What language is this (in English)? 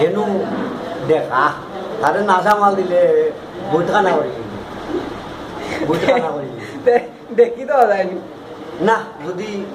Sylheti